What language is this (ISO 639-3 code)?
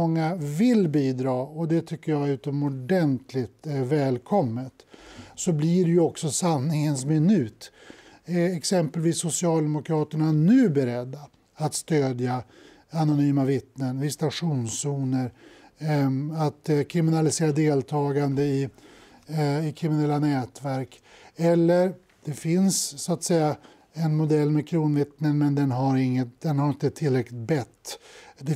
swe